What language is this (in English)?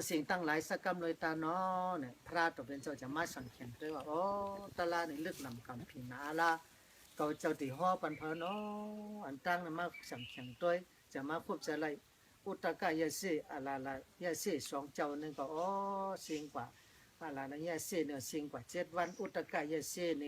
Shan